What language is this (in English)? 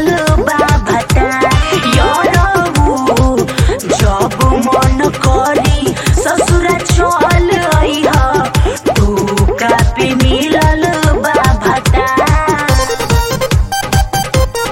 Bhojpuri